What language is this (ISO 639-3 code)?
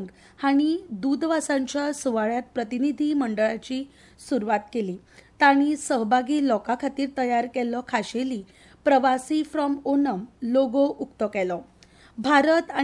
kok